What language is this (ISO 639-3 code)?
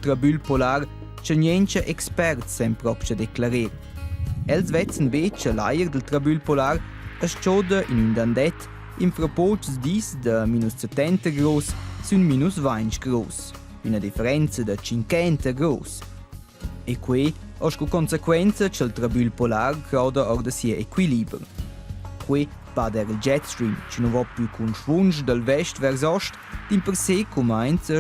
roh